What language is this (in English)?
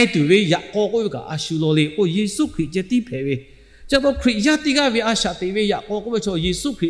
Lahu